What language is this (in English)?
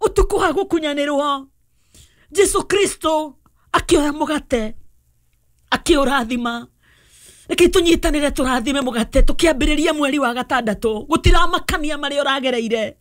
Kikuyu